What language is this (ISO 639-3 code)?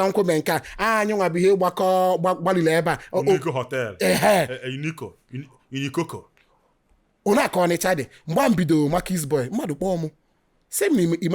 ibo